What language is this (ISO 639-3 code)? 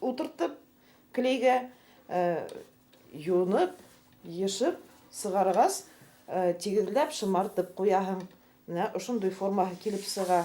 bak